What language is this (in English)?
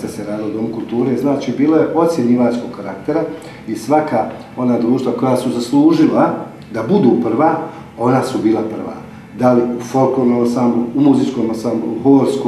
Bosnian